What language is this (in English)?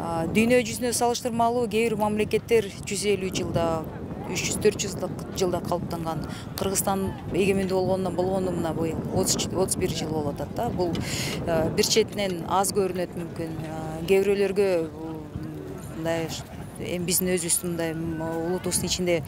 Kyrgyz